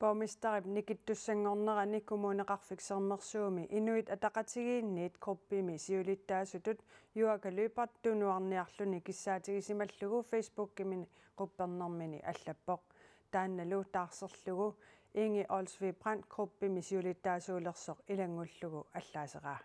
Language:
Kalaallisut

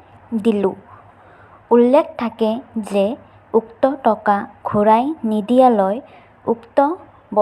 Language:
Assamese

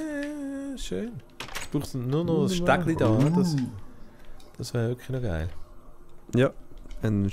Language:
Swiss German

